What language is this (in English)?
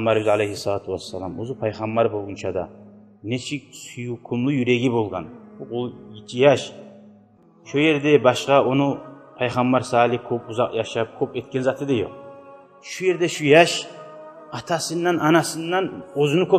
Kumyk